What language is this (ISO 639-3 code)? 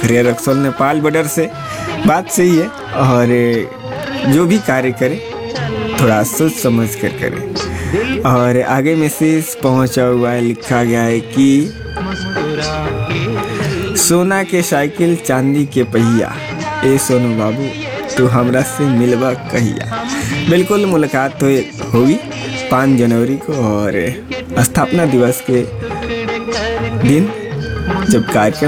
bho